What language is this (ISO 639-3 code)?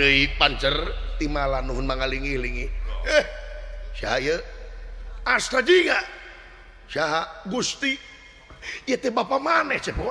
sun